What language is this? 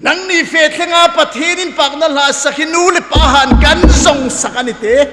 Hmar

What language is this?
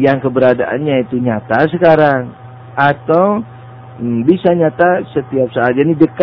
Indonesian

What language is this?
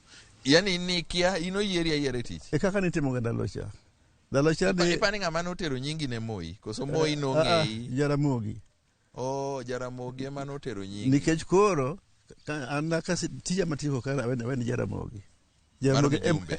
Luo (Kenya and Tanzania)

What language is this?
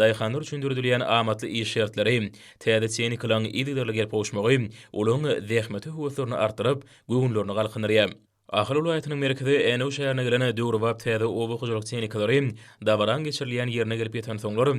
Turkmen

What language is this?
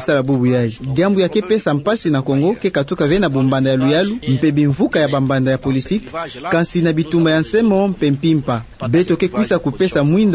Kituba (Democratic Republic of Congo)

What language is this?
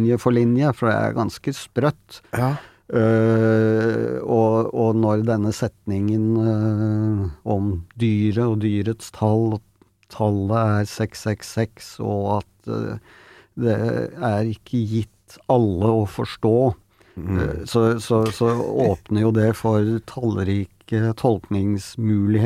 Norwegian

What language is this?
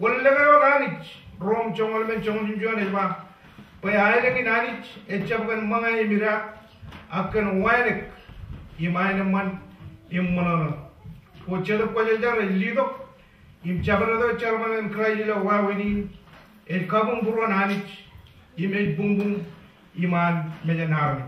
Marshallese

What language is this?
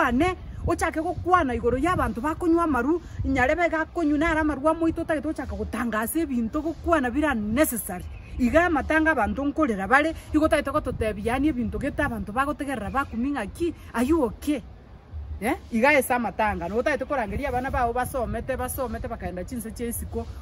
Gusii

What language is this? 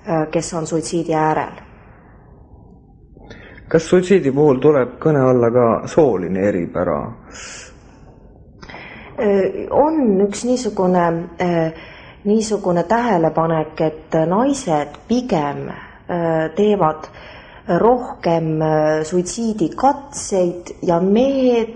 Estonian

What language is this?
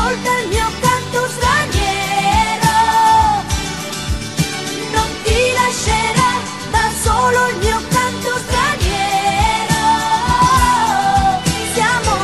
Italian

